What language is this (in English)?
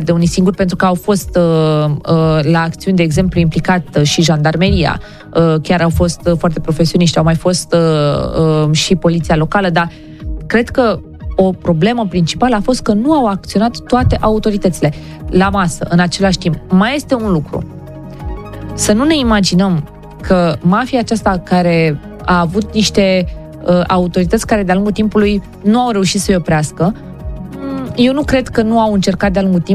Romanian